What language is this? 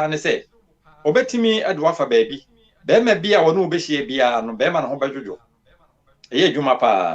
Akan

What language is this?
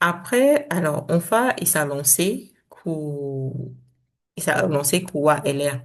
Saramaccan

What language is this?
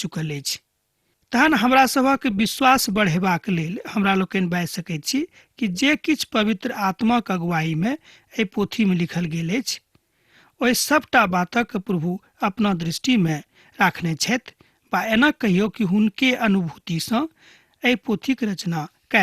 Maithili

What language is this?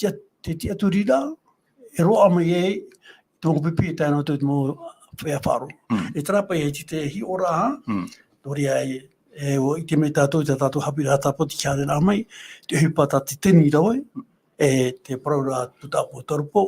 Tahitian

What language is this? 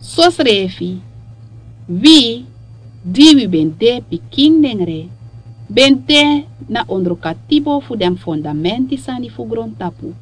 Sranan Tongo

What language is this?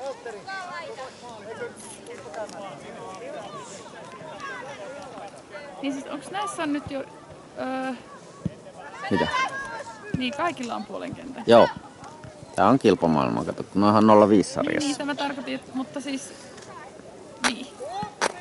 Finnish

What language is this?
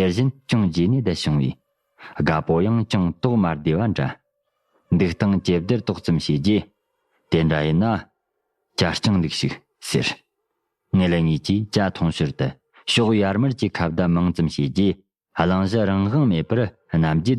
Tibetan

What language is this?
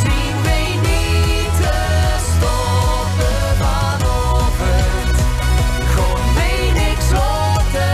Limburgish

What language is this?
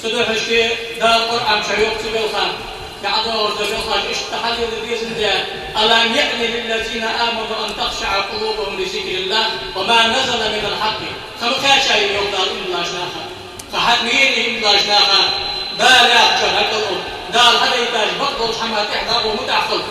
Ingush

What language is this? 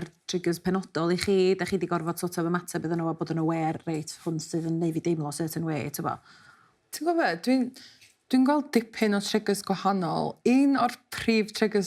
Welsh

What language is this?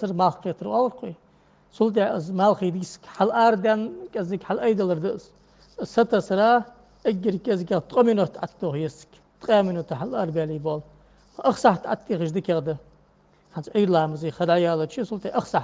Ingush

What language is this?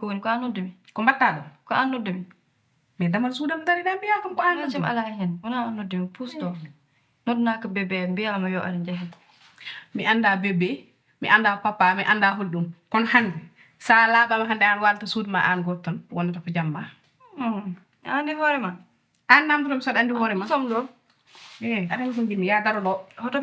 Fula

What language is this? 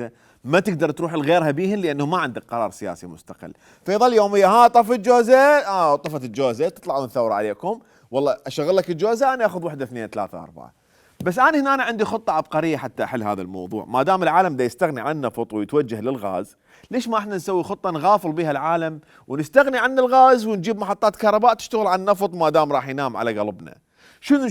Mesopotamian Arabic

